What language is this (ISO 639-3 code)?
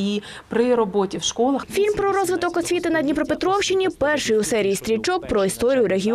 ukr